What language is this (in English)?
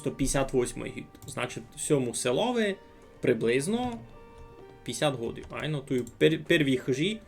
Rusyn